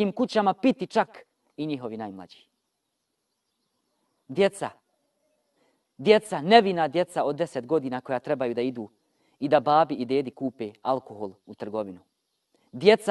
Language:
Bosnian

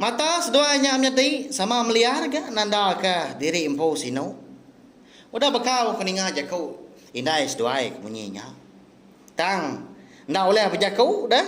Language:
Iban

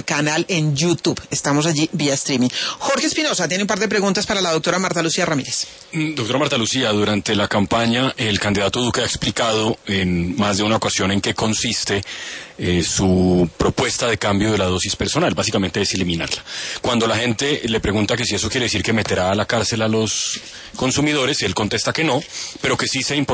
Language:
Spanish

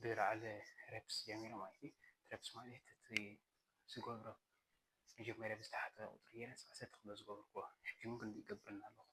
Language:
Tigrinya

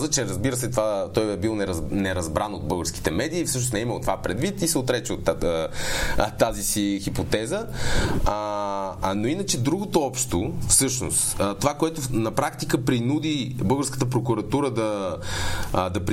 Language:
Bulgarian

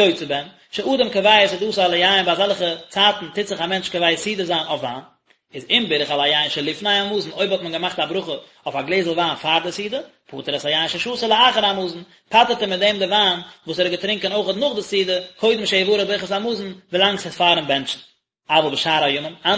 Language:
Yiddish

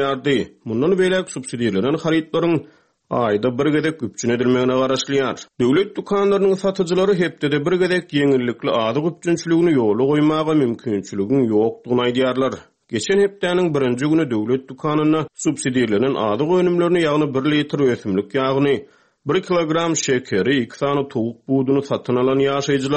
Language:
Turkmen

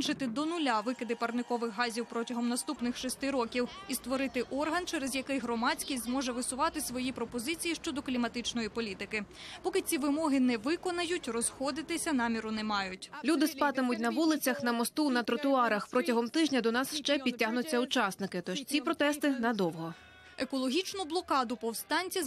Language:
Ukrainian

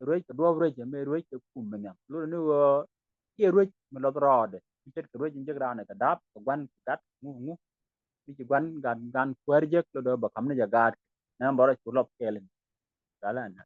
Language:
Nuer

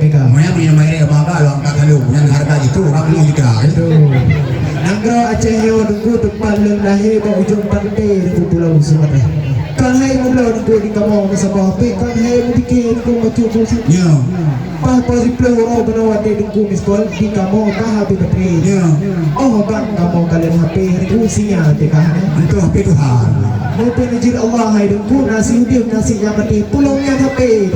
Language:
Achinese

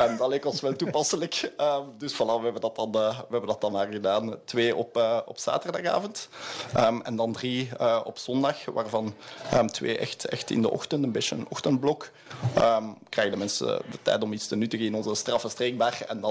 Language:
Dutch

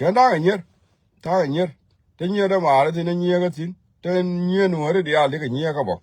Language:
Nuer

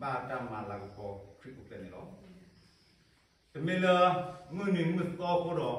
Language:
S'gaw Karen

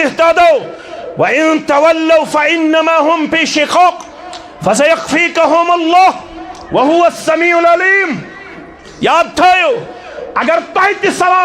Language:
Kashmiri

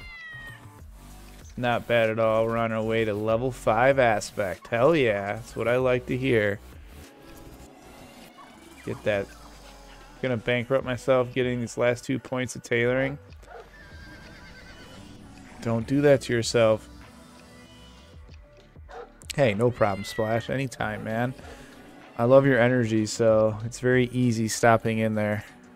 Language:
English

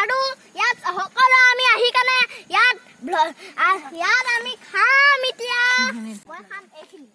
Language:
Assamese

